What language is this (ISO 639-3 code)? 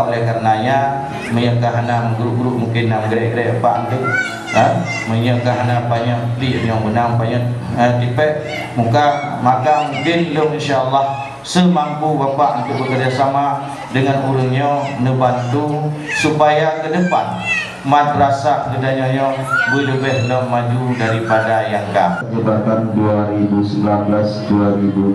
ace